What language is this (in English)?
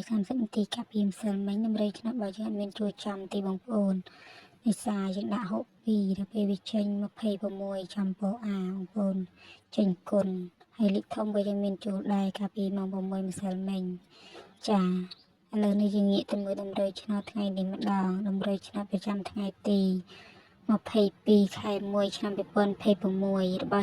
Khmer